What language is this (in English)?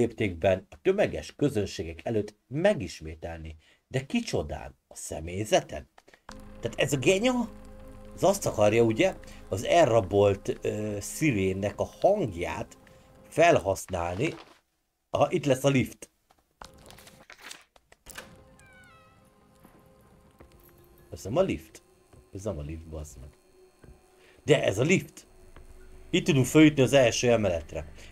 Hungarian